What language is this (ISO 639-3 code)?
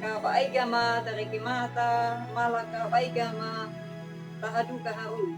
akg